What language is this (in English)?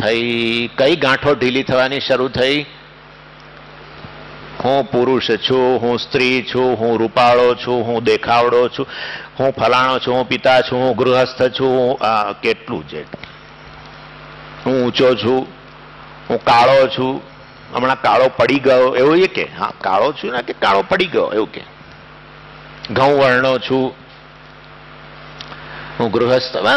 Gujarati